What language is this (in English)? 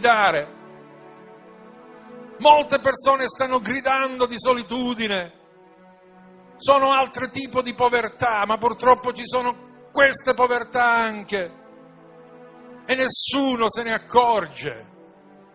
Italian